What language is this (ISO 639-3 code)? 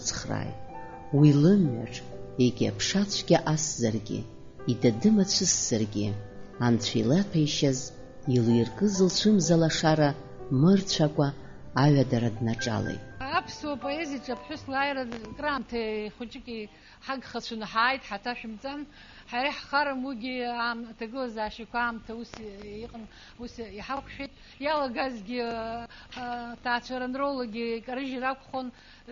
abk